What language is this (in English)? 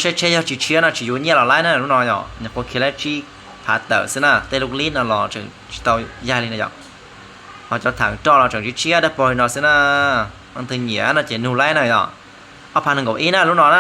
Hmong